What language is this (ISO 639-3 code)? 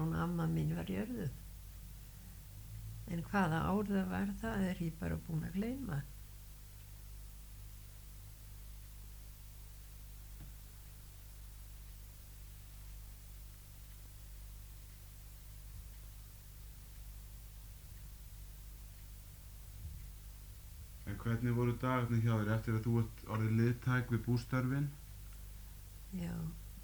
isl